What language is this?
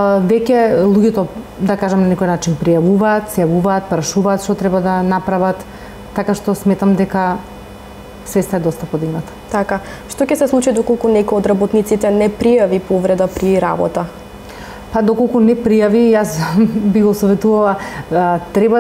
Macedonian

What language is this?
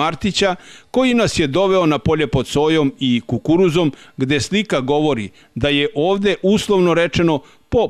Serbian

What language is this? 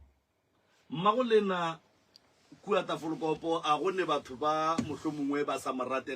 Northern Sotho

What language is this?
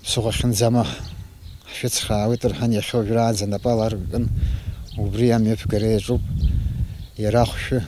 Abkhazian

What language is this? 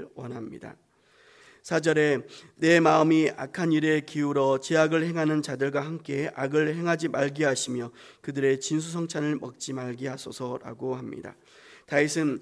Korean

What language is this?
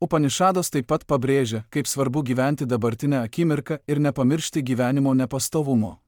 Lithuanian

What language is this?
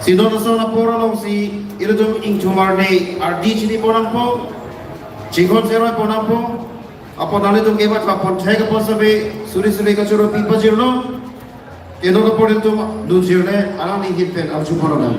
Karbi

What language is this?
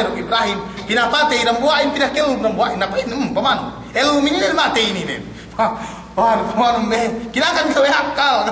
Yakan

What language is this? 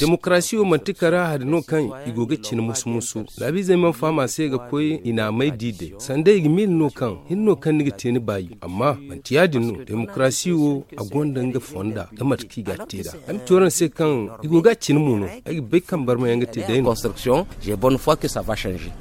Zarma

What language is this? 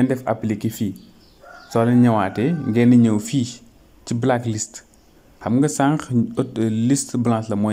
Wolof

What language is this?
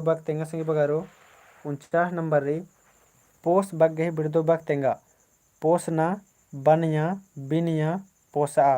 Kurukh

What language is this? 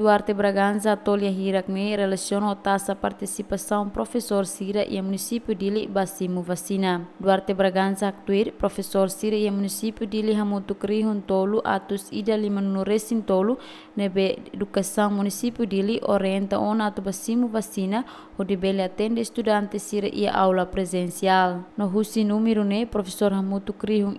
Tetum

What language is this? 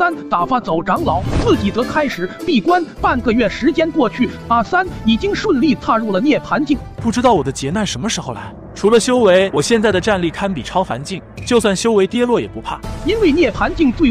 Chinese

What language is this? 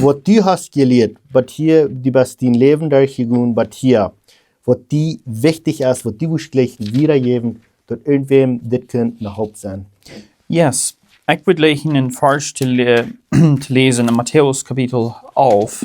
Plautdietsch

